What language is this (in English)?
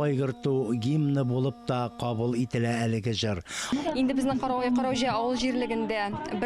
Tatar